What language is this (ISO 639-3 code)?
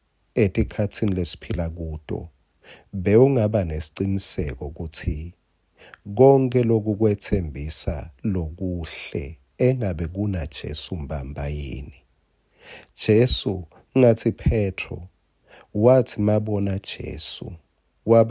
ssw